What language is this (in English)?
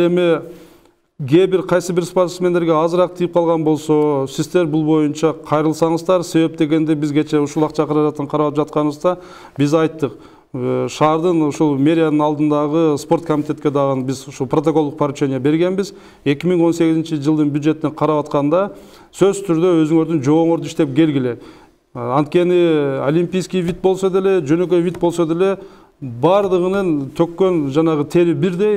Kyrgyz